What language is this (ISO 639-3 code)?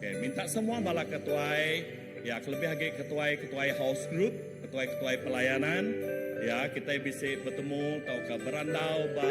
iba